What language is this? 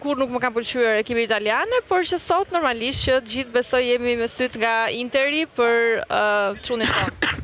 Albanian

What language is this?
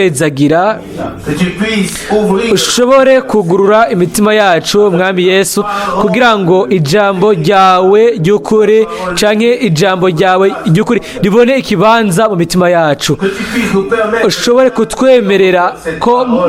Rundi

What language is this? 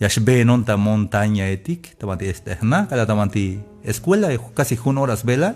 Tzeltal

